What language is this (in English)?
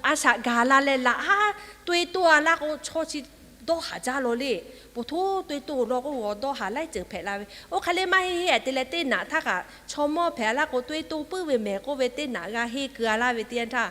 Lahu